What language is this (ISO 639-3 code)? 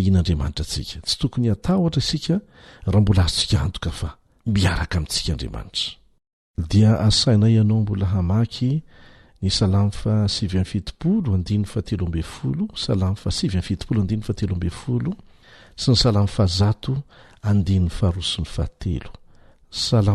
mlg